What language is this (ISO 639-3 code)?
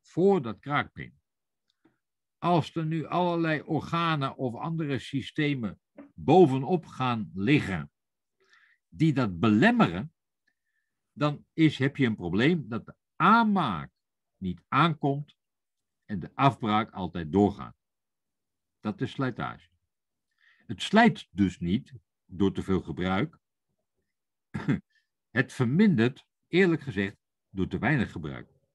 nld